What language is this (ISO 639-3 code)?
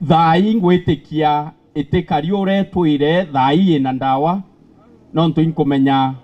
mer